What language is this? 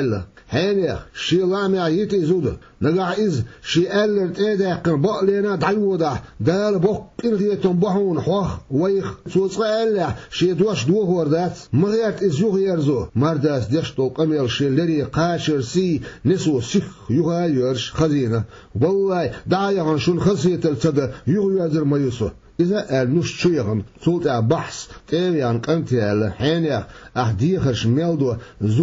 Chechen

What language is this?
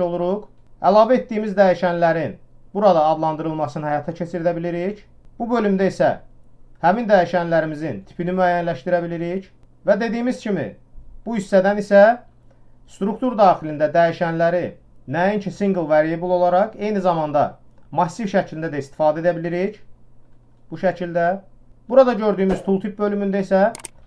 Azerbaijani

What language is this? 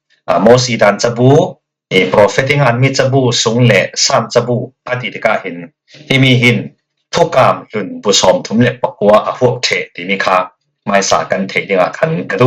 Falam Chin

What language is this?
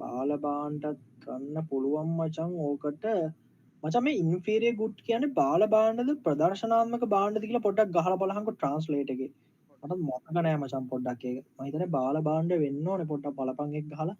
Sinhala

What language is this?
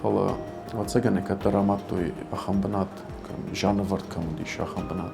Ossetic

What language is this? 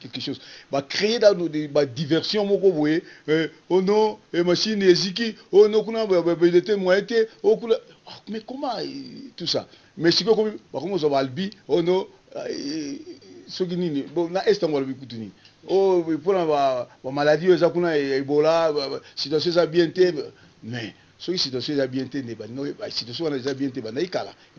Lingala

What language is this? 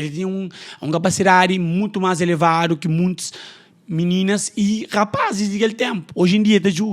Kabuverdianu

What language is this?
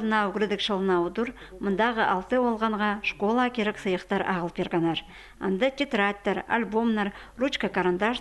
Khakas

